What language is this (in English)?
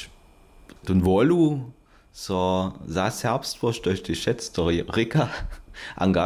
Upper Sorbian